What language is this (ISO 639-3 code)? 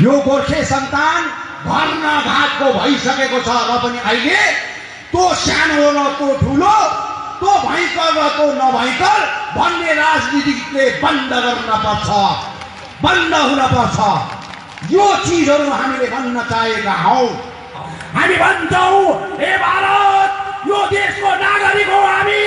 nep